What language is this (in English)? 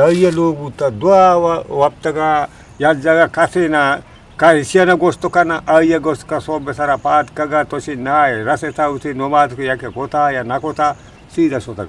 Eastern Balochi